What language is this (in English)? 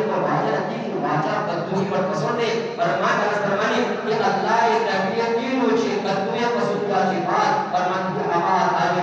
Eastern Balochi